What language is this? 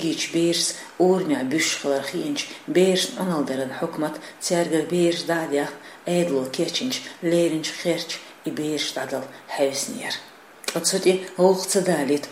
Chechen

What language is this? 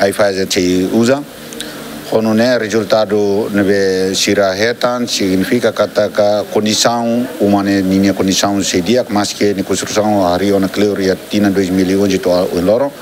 Tetum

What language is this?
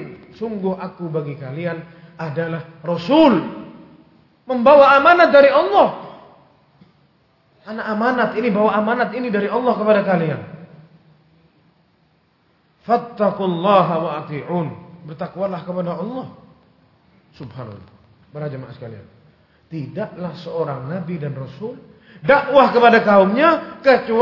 Indonesian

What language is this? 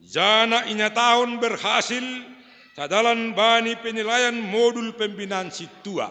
Batak Simalungun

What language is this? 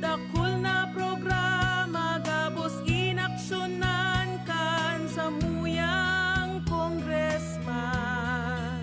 Bikol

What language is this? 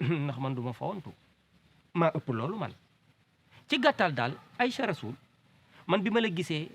Wolof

